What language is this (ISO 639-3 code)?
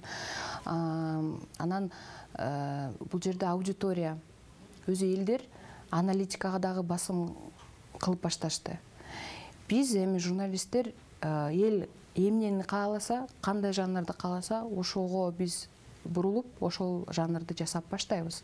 kir